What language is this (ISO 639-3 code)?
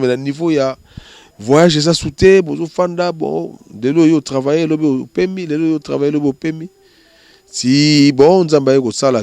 lin